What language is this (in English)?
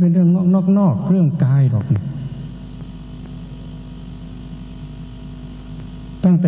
Thai